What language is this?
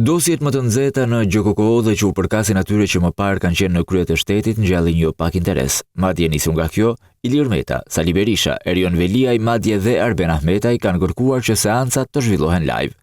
Albanian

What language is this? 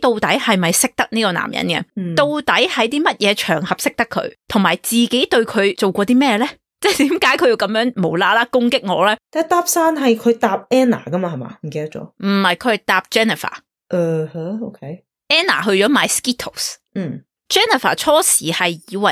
Cantonese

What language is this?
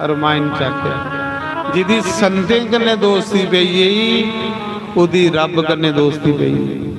Dogri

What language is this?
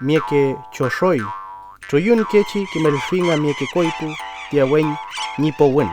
Huilliche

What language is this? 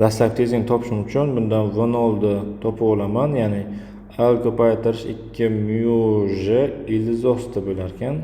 Uzbek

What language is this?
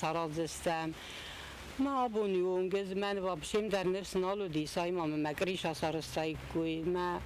Ossetic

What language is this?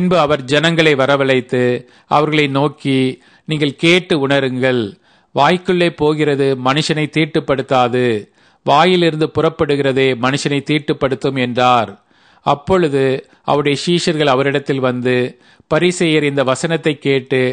Tamil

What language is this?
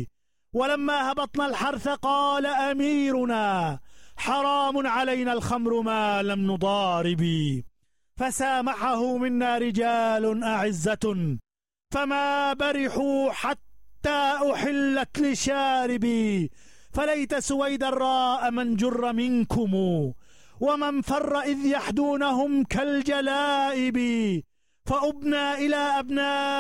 Arabic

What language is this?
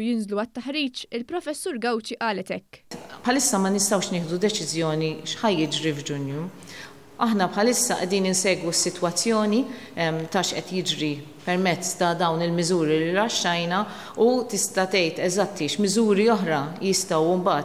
Maltese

